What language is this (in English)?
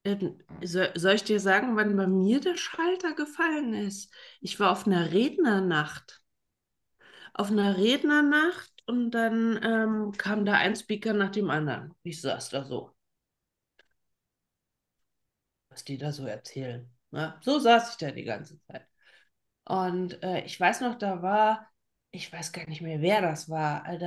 German